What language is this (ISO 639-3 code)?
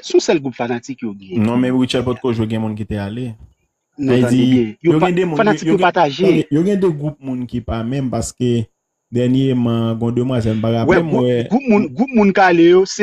hat